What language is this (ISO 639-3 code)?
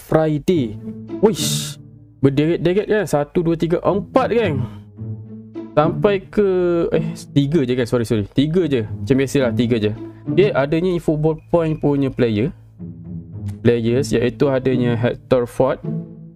msa